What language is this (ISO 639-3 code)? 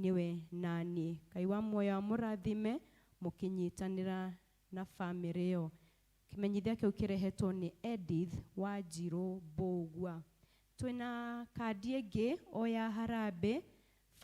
kik